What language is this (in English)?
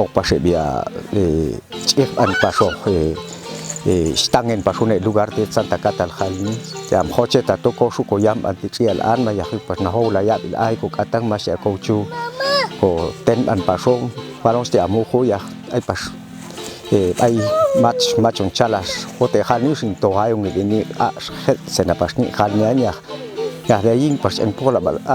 Popti'